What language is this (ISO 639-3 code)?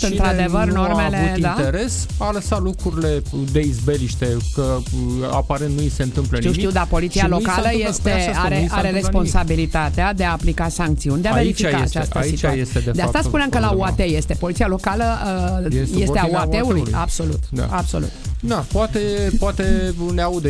ron